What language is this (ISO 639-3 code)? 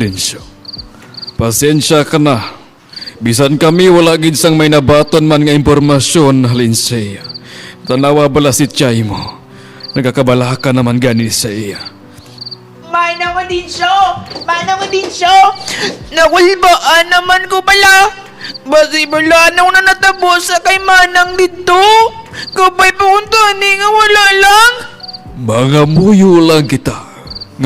hil